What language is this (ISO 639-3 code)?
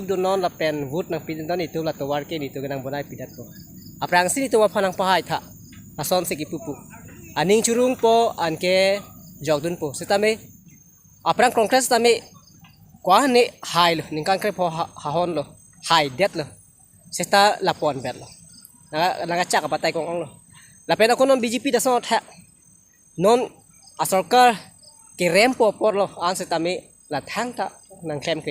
mjw